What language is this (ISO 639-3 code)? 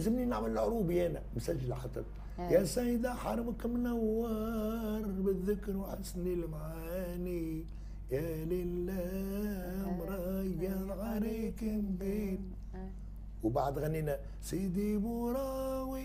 aeb